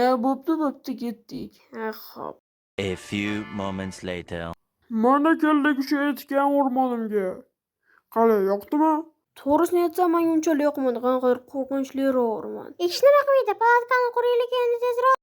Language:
Uzbek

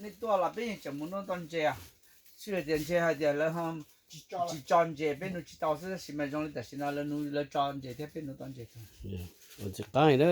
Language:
Hmong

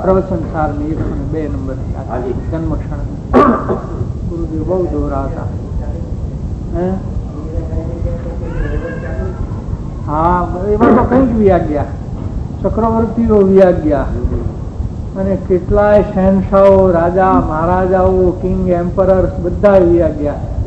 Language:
Gujarati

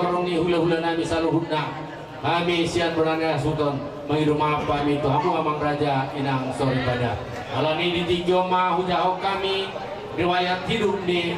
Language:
Batak Toba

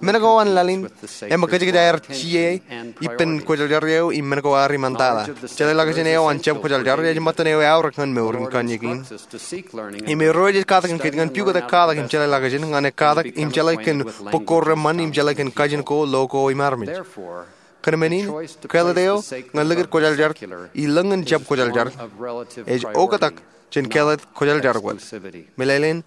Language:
Marshallese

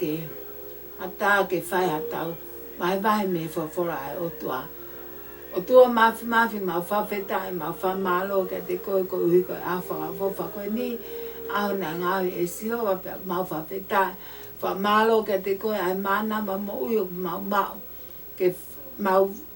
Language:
Tongan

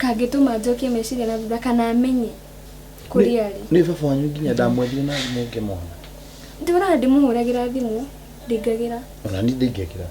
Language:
Kikuyu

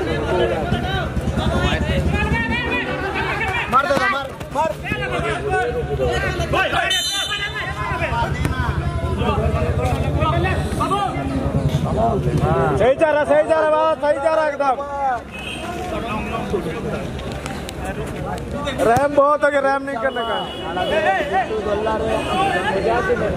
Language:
Hindi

